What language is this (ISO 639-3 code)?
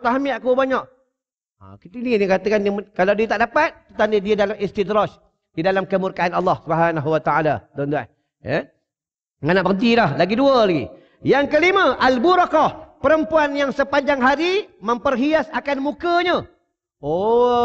msa